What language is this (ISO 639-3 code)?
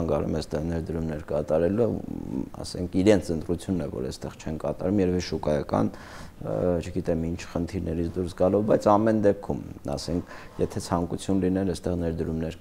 hye